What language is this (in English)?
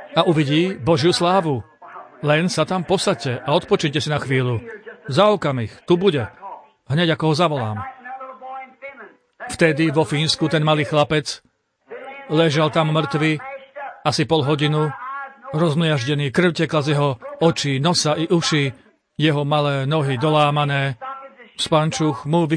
Slovak